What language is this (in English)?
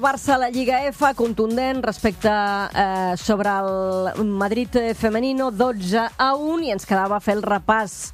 Catalan